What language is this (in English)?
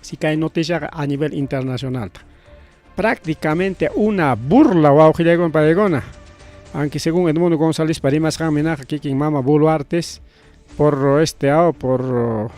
Ayacucho Quechua